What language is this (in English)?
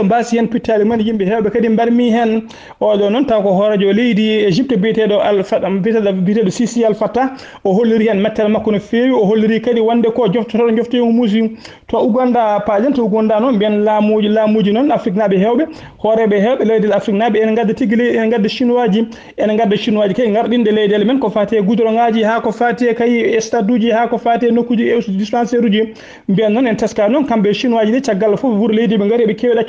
Fula